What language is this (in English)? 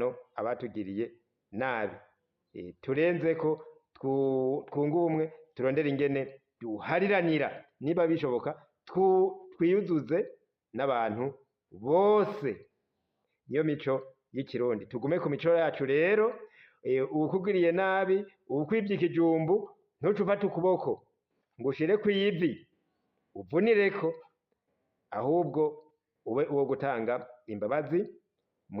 Rundi